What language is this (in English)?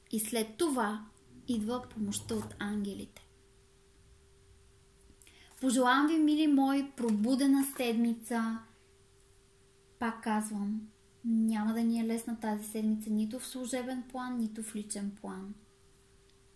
Bulgarian